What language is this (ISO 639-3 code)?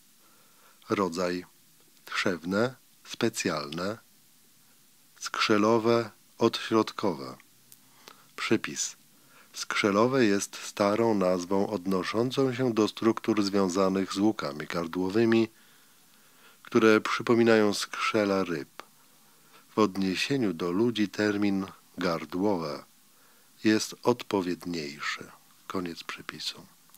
pol